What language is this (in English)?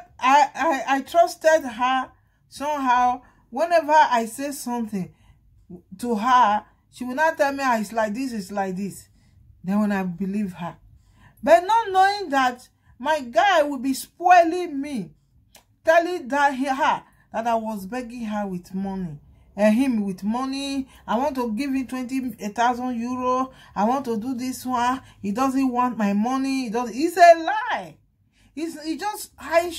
Nigerian Pidgin